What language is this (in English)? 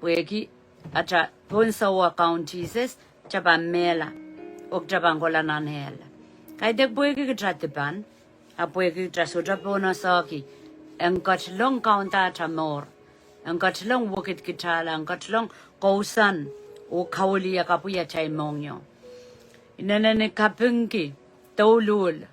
Pohnpeian